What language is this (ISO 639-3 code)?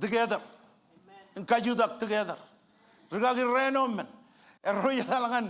mah